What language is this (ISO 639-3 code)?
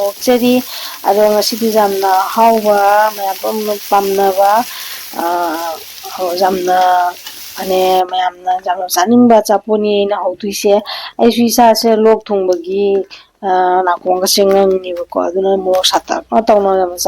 mni